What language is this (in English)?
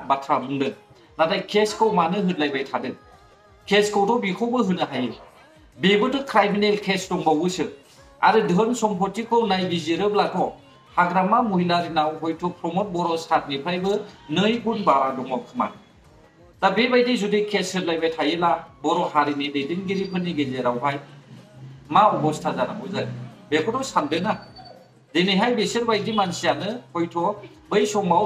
Bodo